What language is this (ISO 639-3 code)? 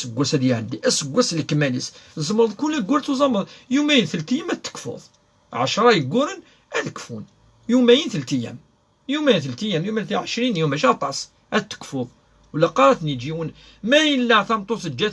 kab